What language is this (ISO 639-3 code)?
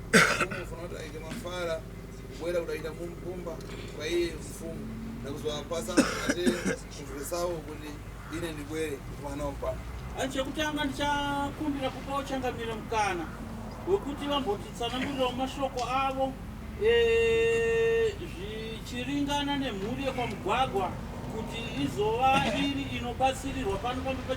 sna